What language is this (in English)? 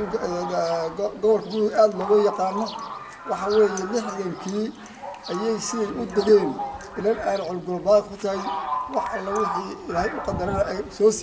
Somali